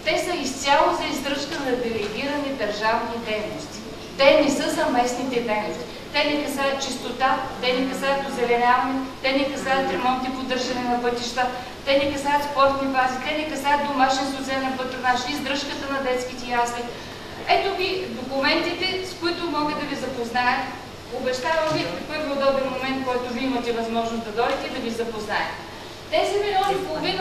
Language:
Bulgarian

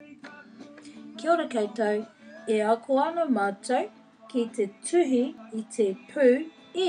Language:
Māori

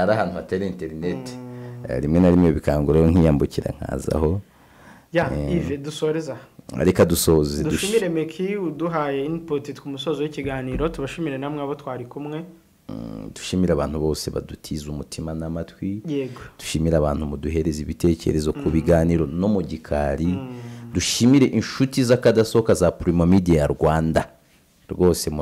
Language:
Kinyarwanda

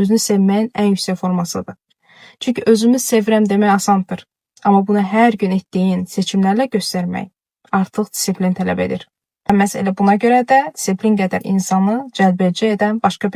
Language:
Azerbaijani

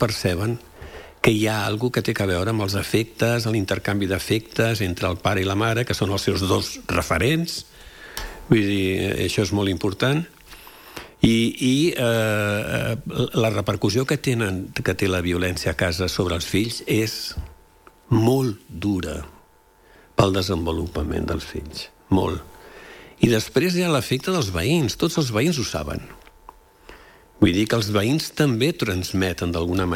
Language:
Catalan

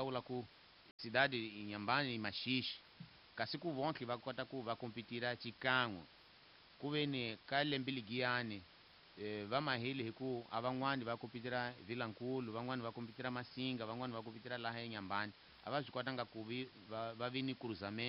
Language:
Tsonga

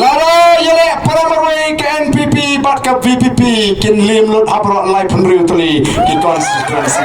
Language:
Khasi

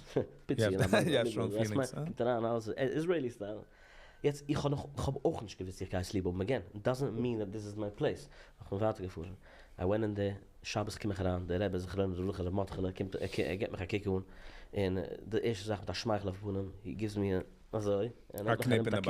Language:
Yiddish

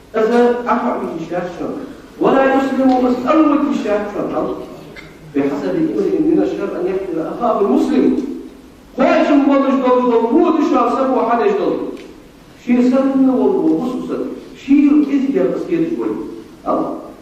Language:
Ingush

